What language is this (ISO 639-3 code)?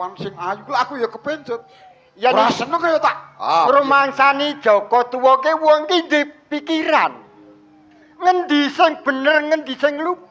jav